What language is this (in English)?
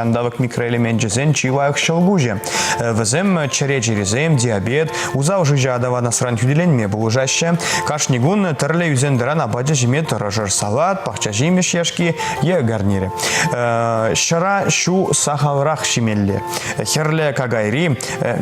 Chuvash